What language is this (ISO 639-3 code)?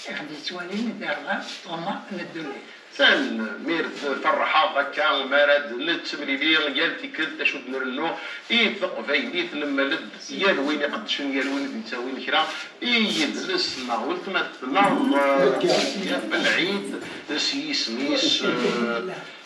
kab